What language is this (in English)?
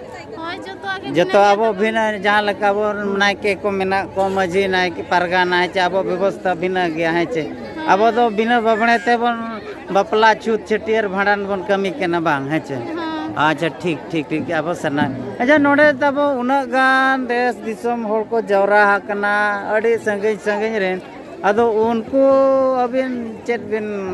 Santali